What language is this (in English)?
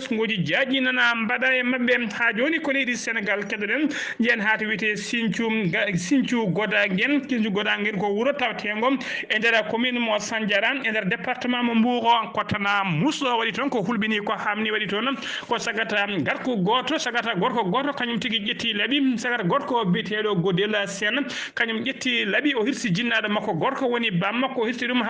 Fula